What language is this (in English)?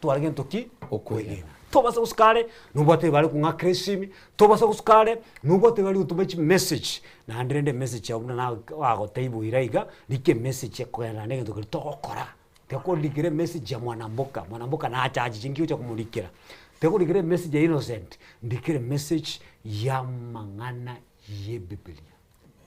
Gusii